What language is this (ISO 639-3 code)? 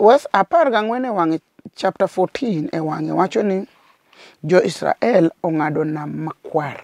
luo